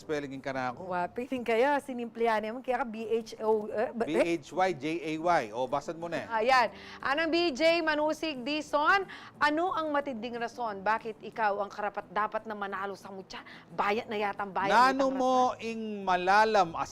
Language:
Pampanga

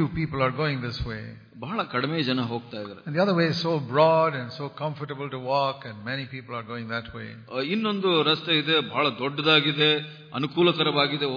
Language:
Kannada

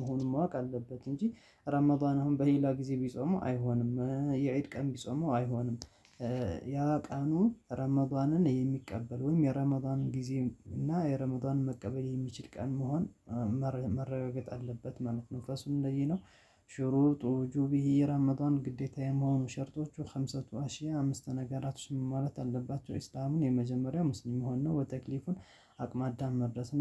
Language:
Amharic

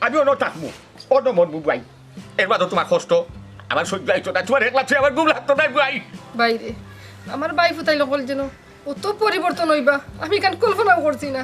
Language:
Sylheti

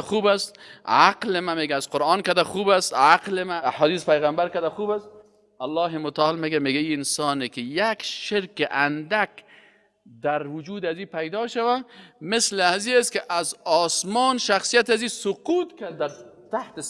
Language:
Persian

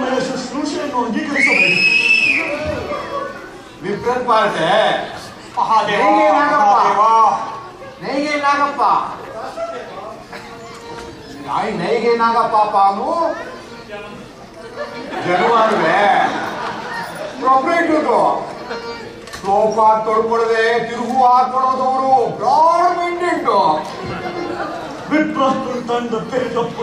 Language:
Kannada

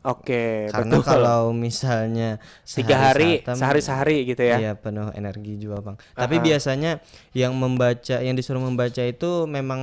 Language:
Banjar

